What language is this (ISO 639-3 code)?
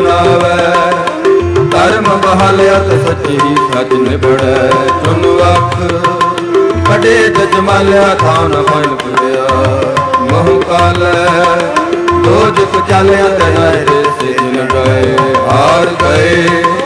pan